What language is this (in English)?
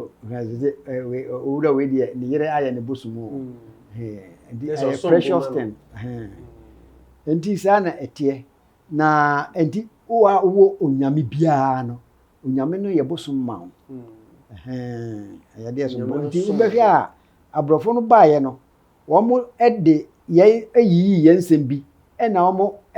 Akan